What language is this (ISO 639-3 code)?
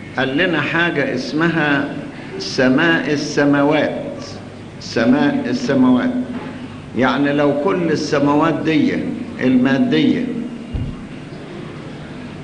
arz